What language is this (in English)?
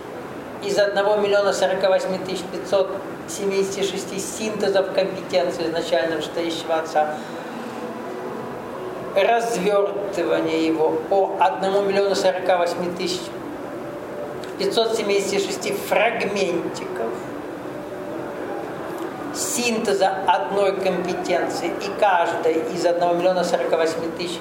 Russian